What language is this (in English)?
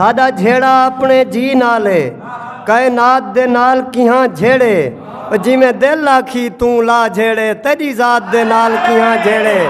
Saraiki